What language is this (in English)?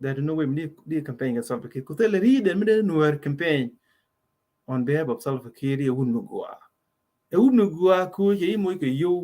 Nuer